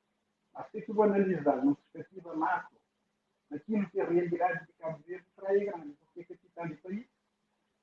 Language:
Kabuverdianu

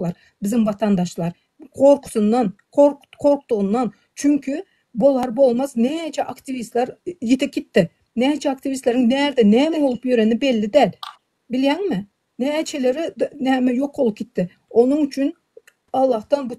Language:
Turkmen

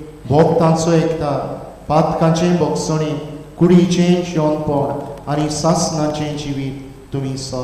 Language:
Konkani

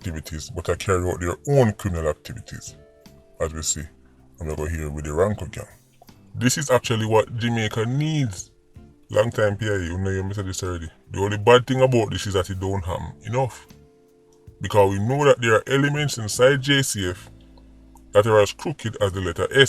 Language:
Jamaican Creole English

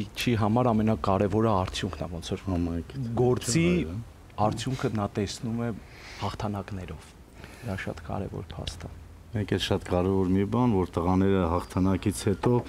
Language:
Armenian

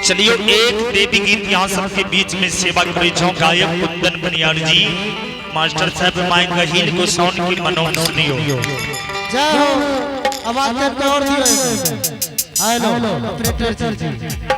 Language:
Angika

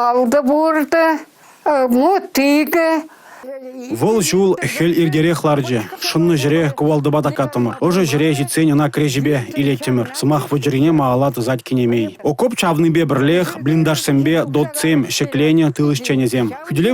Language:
Chuvash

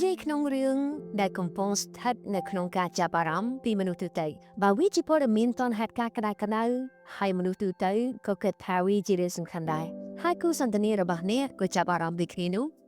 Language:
Khmer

